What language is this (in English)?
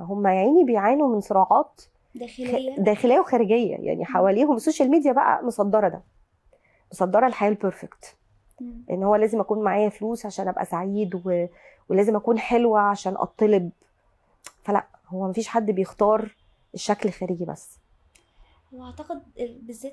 Egyptian Arabic